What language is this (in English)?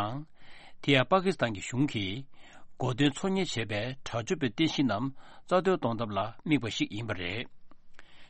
Tibetan